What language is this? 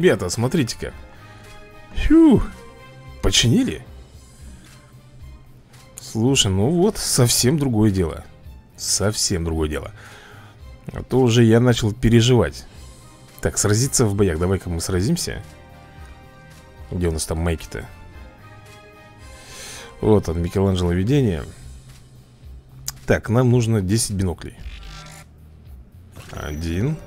Russian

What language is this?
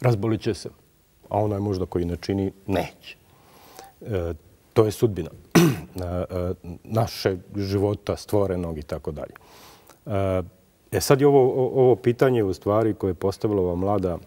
Bosnian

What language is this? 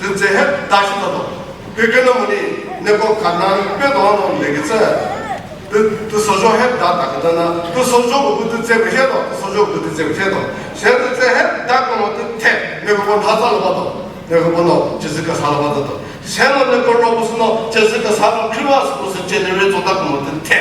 Chokri Naga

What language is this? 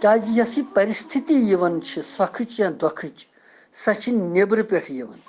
Kashmiri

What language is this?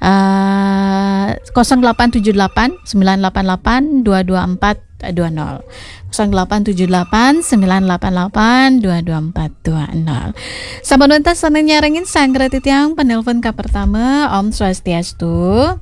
Balinese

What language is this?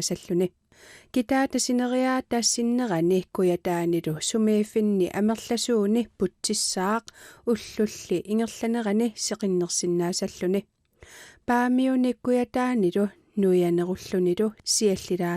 Kalaallisut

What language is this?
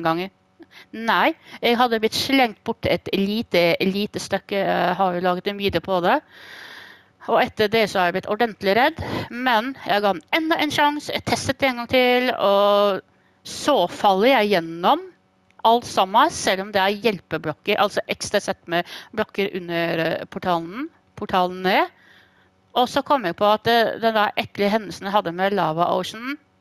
Norwegian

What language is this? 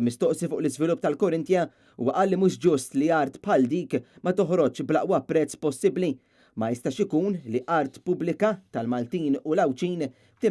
Maltese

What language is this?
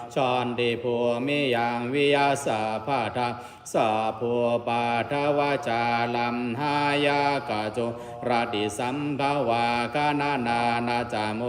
Pali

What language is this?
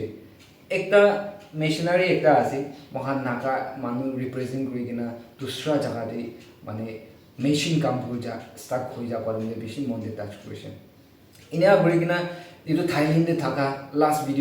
Naga Pidgin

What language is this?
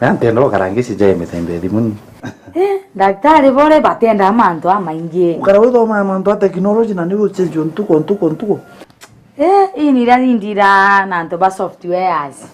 Meru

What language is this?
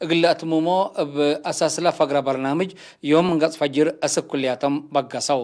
Tigre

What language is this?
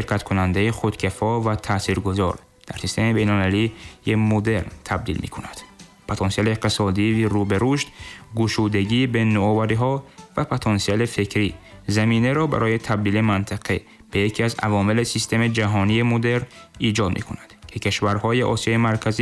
Tajik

